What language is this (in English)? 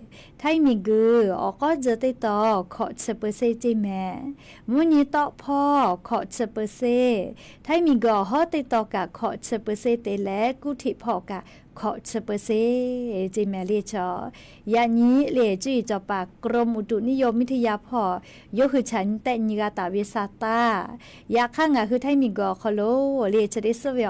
Lahu